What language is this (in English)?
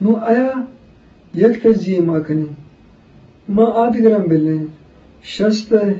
Eastern Balochi